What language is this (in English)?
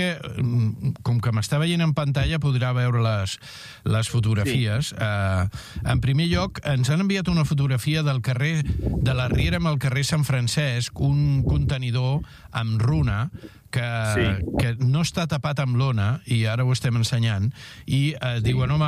Catalan